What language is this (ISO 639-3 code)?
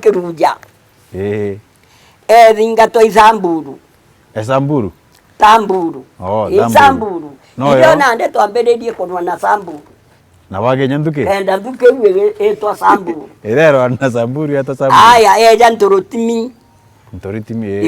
mer